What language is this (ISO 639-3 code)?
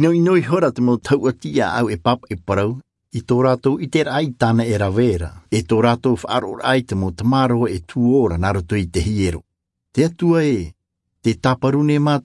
tah